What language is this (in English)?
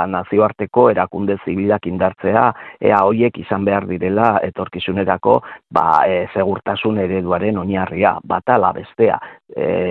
Basque